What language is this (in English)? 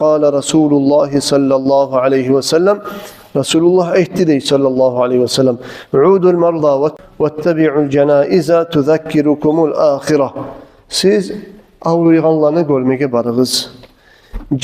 Kumyk